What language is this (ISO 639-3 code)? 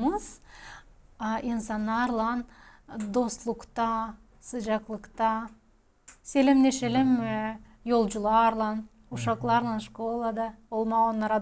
gag